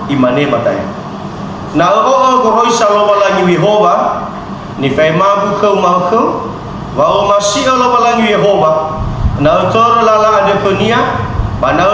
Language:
Nias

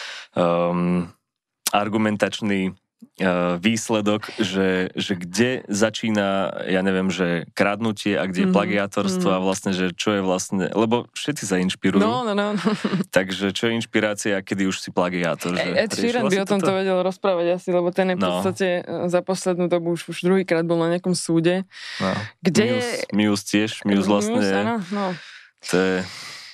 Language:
Slovak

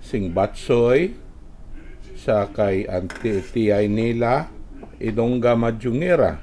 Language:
Hiligaynon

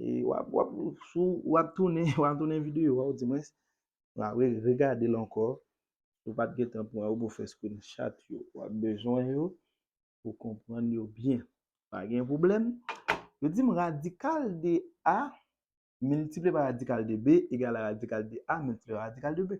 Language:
Haitian Creole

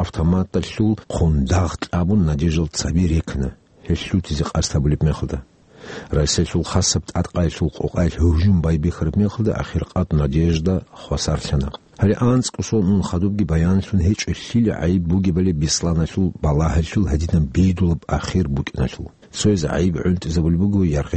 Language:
Avaric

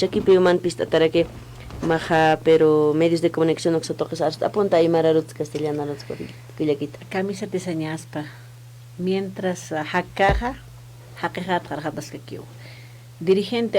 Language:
Aymara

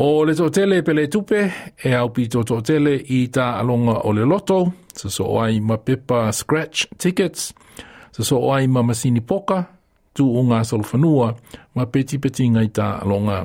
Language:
Samoan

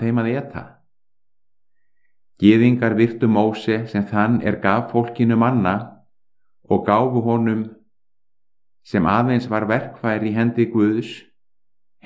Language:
Icelandic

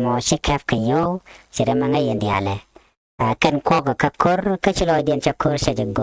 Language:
Nuer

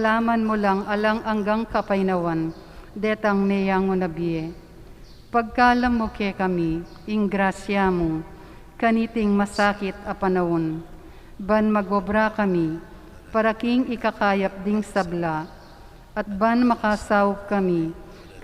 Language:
Pampanga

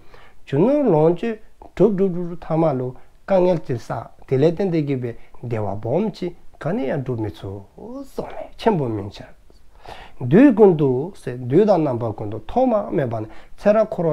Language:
Dzongkha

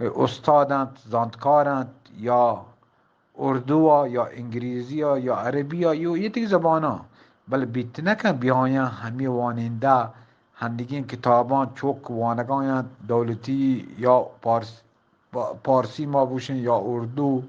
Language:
Eastern Balochi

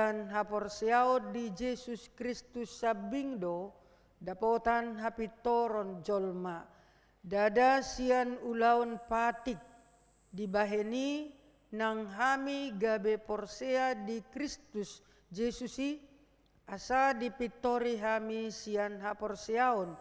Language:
Batak Toba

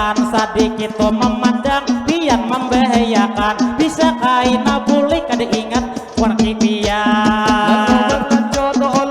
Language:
Banjar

